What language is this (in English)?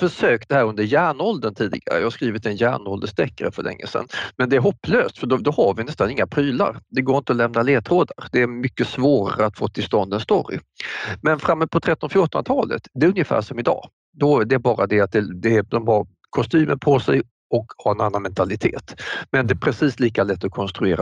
Swedish